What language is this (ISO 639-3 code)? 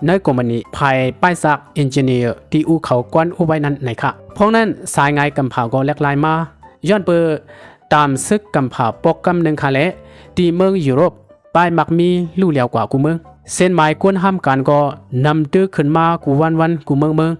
shn